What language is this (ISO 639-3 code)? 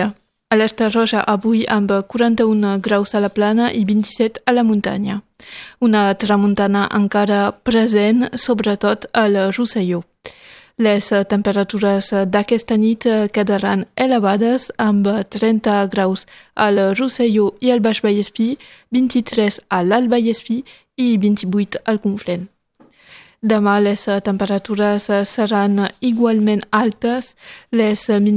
cat